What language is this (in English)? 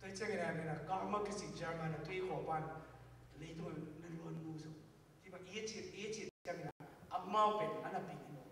Tedim Chin